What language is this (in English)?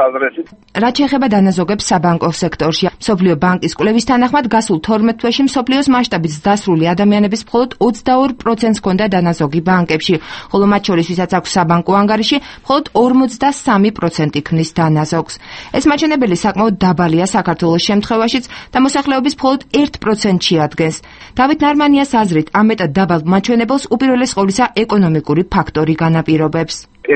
Georgian